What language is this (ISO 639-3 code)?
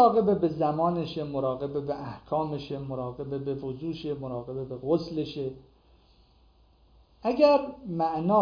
fas